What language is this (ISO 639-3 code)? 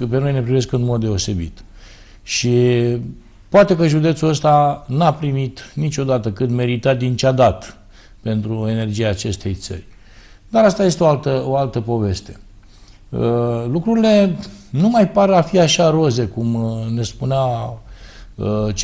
ron